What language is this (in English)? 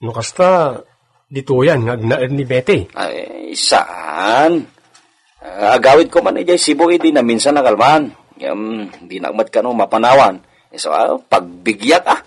Iloko